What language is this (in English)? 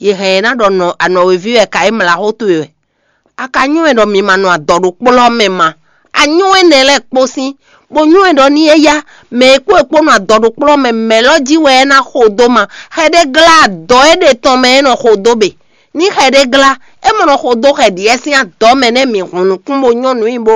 Fon